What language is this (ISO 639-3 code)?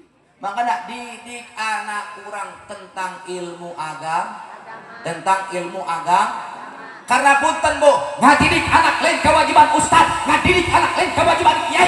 sun